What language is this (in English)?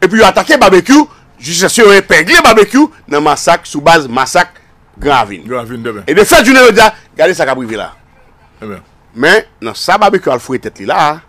Haitian Creole